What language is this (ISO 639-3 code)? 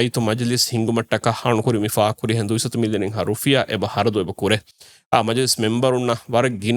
div